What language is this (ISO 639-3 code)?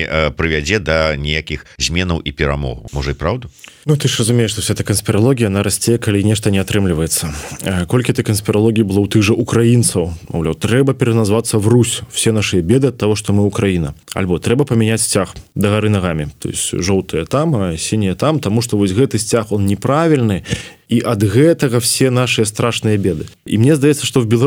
bel